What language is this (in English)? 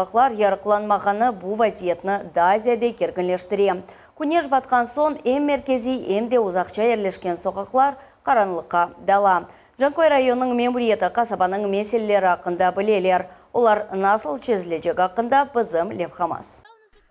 Crimean Tatar